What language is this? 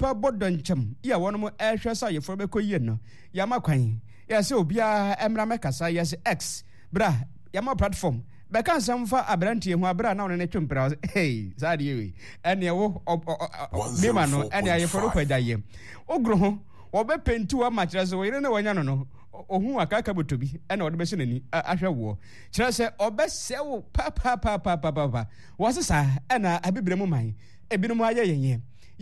Akan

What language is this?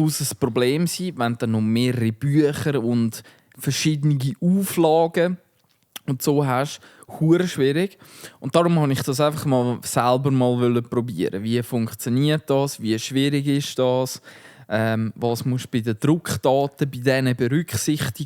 Swiss German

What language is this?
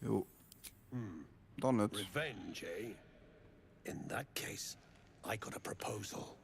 Luxembourgish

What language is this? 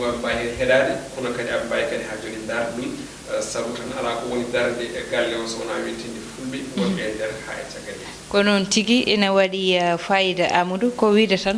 Fula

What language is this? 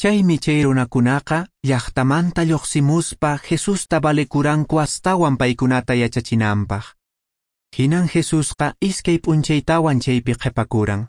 Quechua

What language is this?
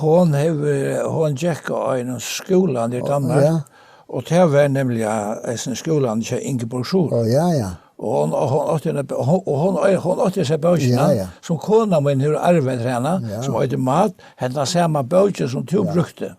Faroese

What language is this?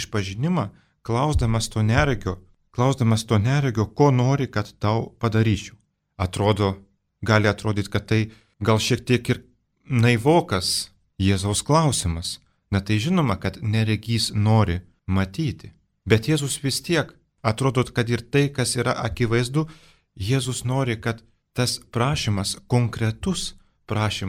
Lithuanian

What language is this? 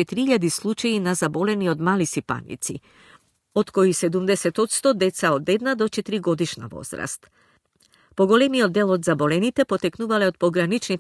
Macedonian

